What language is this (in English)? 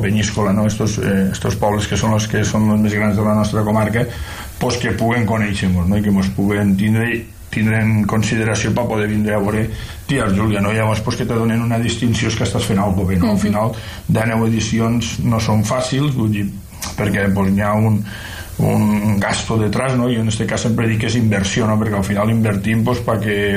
Catalan